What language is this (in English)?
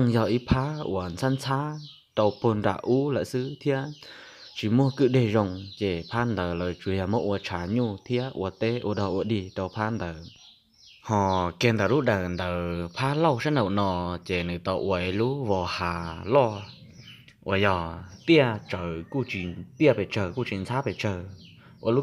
Hmong